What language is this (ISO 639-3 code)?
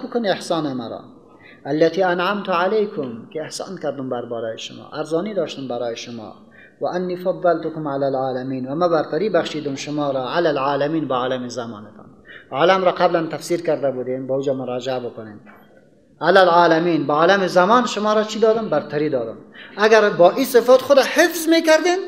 fas